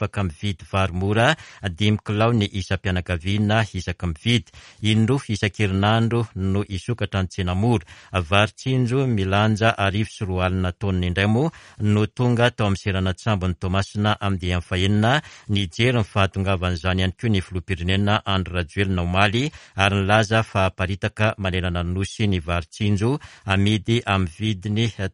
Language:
Malagasy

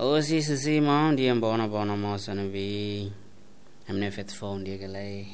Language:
Tetum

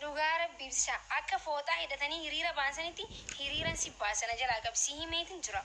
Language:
Oromo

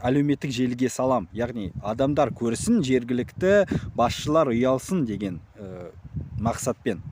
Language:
Kazakh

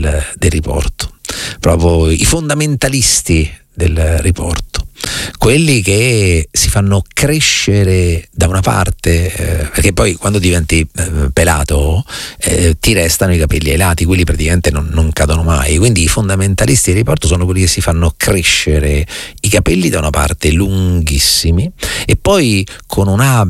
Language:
Italian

